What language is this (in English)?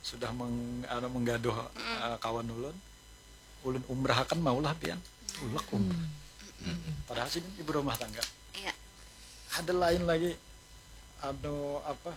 Banjar